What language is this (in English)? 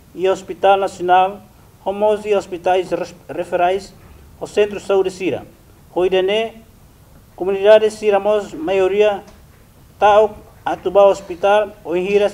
Tetum